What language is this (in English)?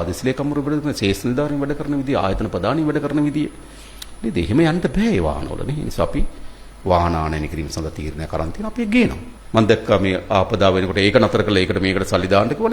Sinhala